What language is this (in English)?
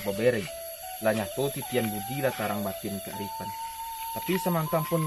Minangkabau